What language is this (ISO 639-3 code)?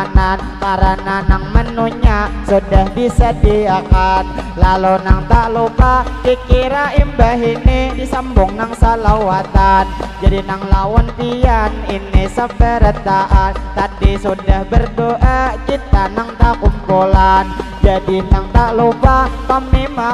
bjn